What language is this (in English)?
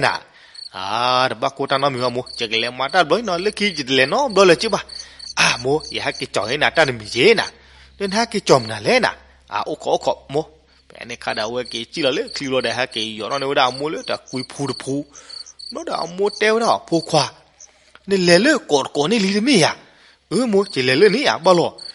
S'gaw Karen